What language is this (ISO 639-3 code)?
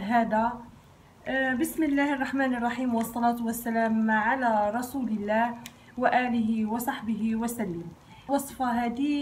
ary